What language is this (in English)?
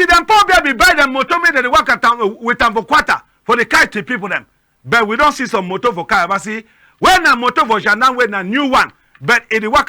Cameroon Pidgin